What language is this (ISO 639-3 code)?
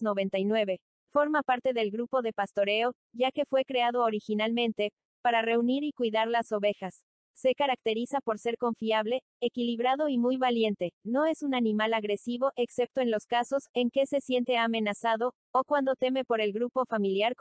spa